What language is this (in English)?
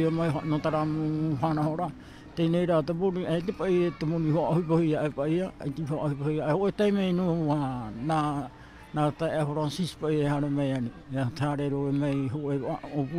Tahitian